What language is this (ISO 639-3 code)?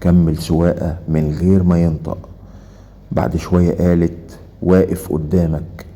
arz